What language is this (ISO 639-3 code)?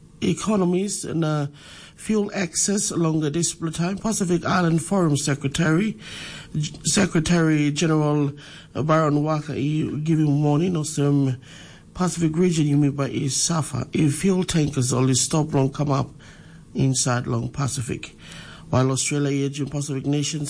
tpi